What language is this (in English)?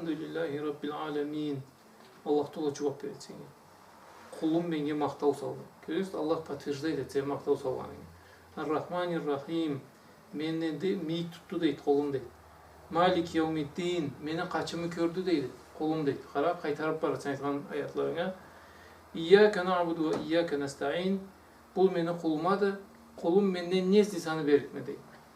Karachay-Balkar